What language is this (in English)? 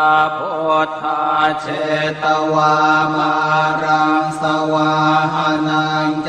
Pali